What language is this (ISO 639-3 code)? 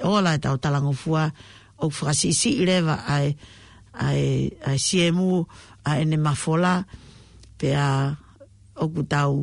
ton